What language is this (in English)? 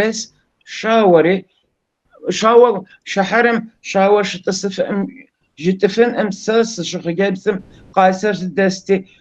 Kabardian